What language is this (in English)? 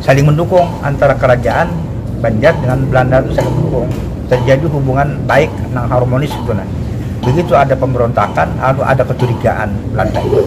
Banjar